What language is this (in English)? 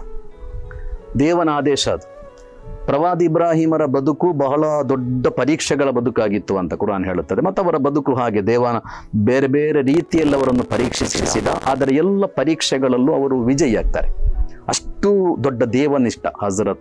Kannada